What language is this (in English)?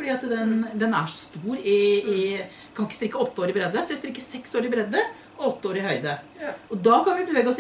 Norwegian